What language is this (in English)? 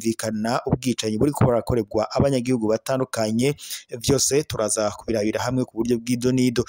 Rundi